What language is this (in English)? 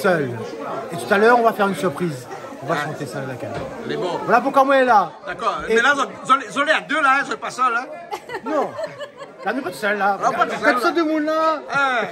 Réunion Creole French